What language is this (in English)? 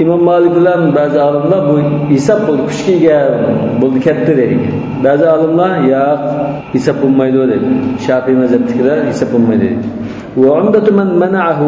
Uyghur